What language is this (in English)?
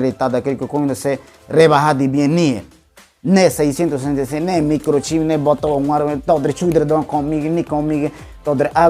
Ngäbere